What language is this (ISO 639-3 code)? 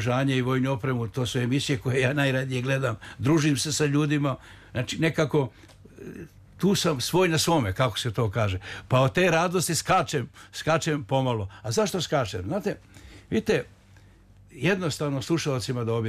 srp